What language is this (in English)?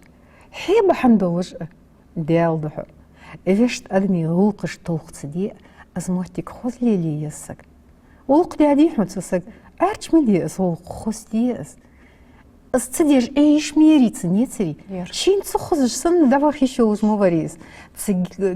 Ingush